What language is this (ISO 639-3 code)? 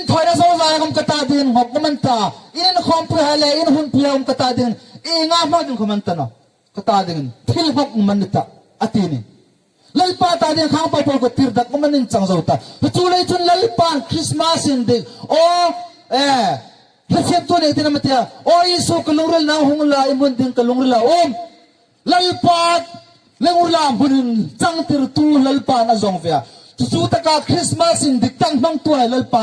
hmr